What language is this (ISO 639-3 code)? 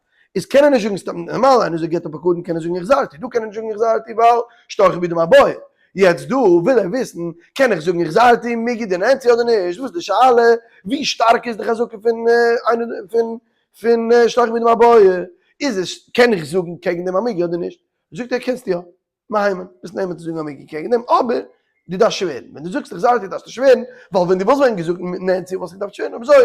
yid